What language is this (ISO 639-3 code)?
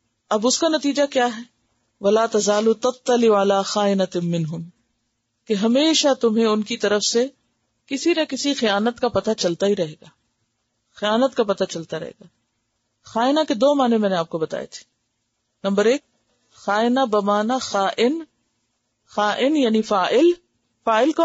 urd